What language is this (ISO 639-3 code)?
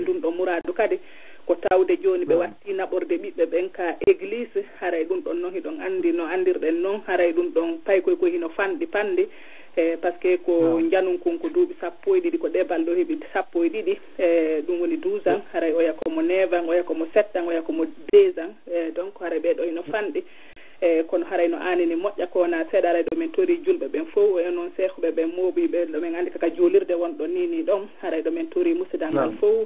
ful